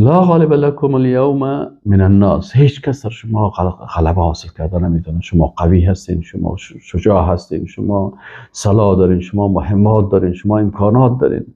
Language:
Persian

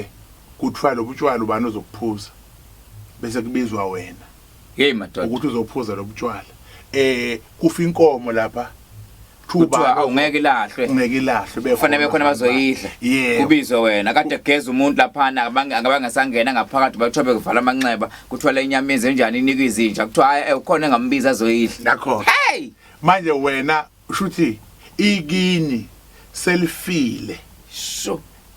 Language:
Zulu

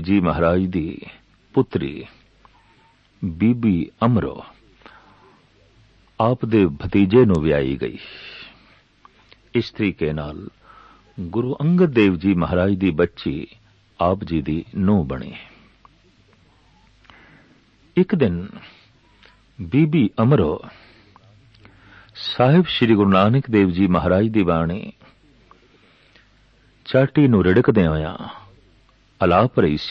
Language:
Punjabi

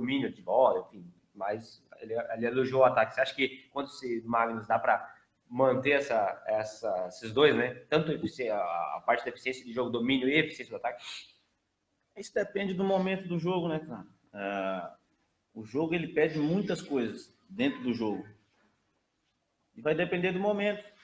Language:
Portuguese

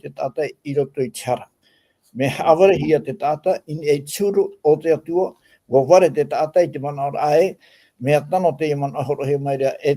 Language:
Tahitian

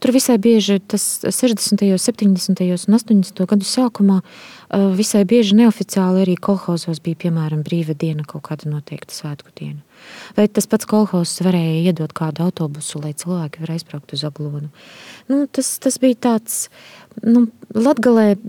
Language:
Latvian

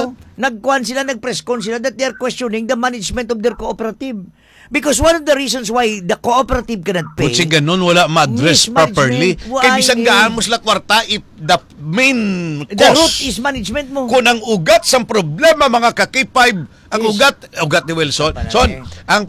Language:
Hiligaynon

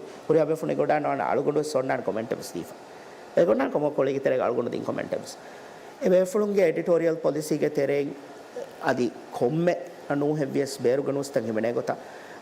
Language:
Divehi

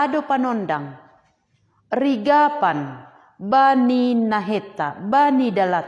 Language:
Batak Simalungun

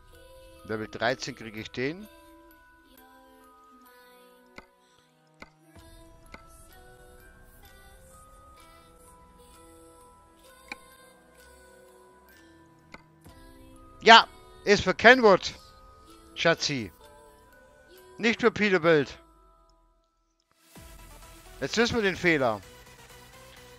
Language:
German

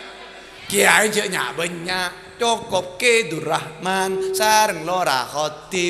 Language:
Madurese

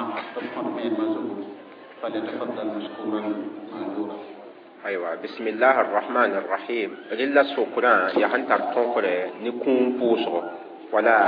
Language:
Mossi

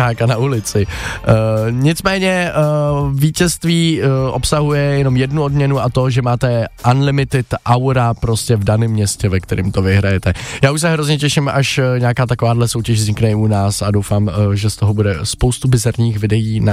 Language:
Czech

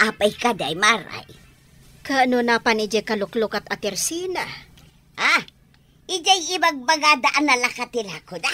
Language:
Iloko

